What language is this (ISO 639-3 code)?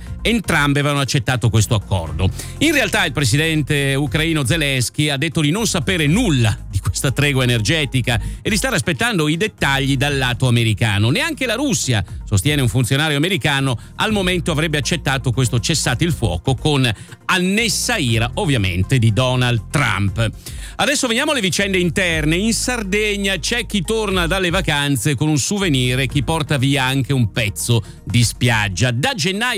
ita